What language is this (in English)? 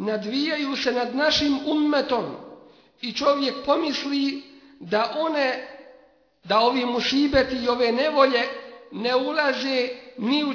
Bosnian